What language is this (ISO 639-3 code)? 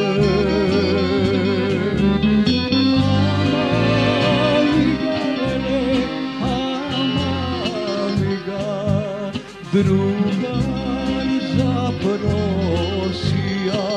srp